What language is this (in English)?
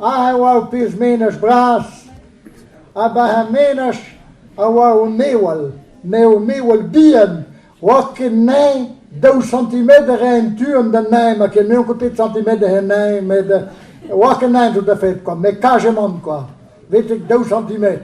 Breton